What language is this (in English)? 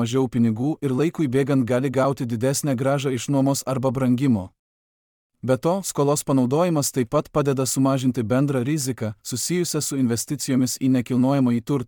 Lithuanian